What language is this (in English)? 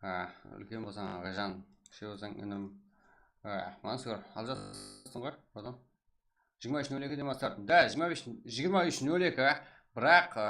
Kara-Kalpak